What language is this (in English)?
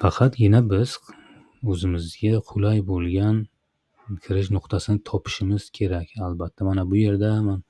Uzbek